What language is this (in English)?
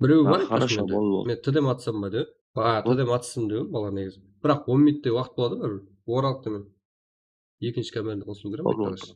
Kara-Kalpak